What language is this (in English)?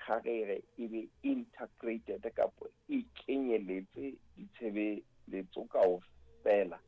Southern Sotho